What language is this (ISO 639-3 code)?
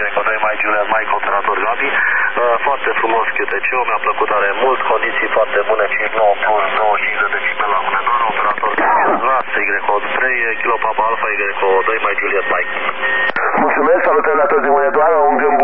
ron